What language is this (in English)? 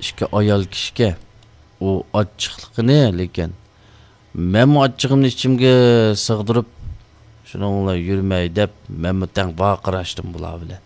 Uyghur